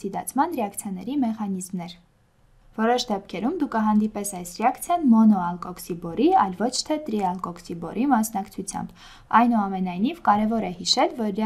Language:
Armenian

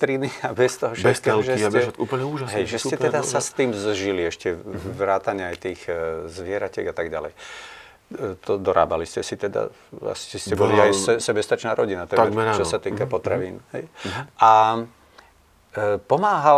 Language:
Slovak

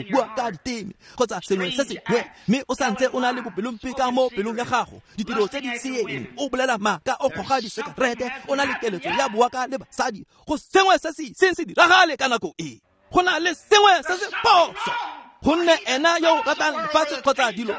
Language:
Tswana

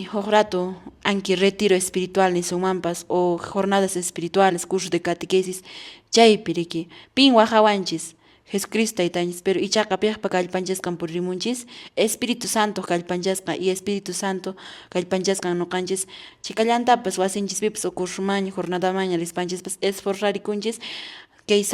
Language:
Quechua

